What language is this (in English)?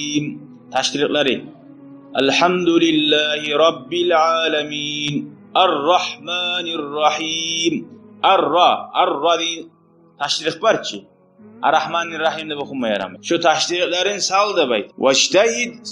Kumyk